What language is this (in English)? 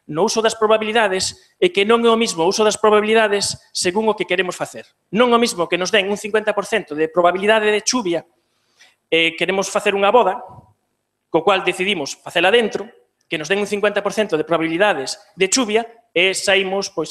Galician